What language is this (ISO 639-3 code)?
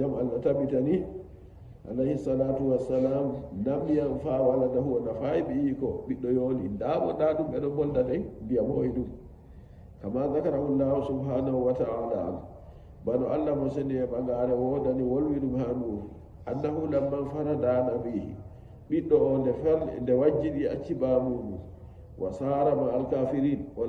fuv